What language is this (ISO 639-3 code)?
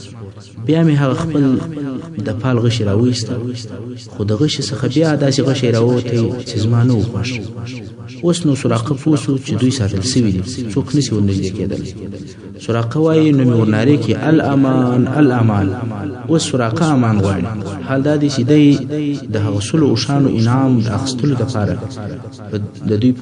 pus